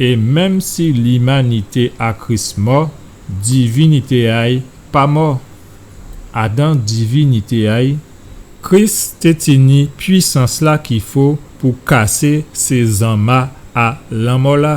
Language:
Guadeloupean Creole French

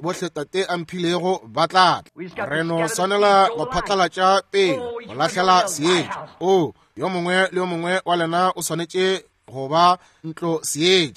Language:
Northern Sotho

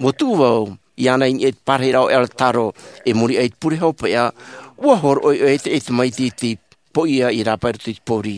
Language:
Tahitian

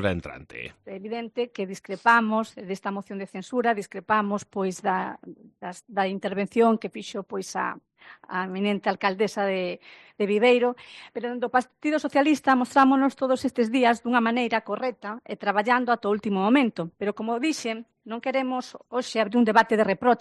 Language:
Galician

